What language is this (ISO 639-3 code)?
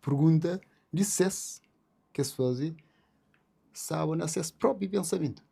kea